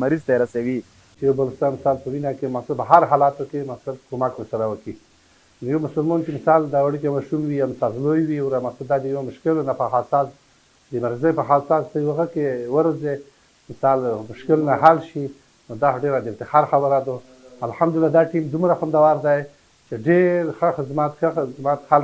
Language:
Pashto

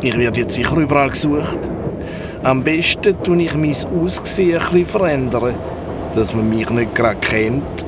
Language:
Swiss German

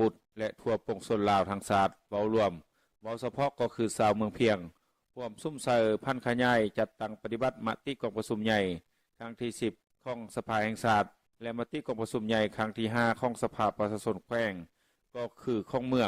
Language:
Lao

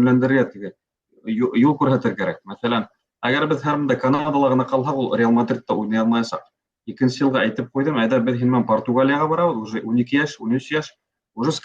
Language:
Bashkir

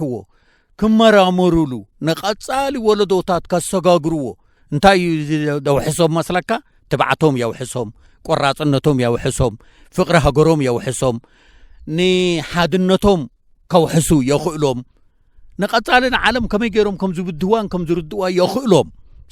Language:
Tigrinya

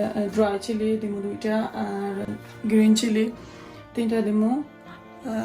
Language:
Sylheti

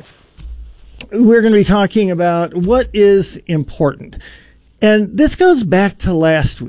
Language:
English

